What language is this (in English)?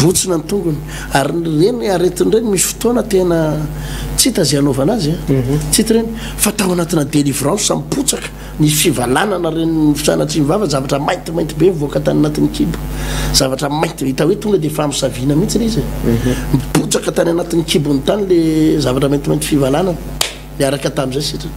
Malagasy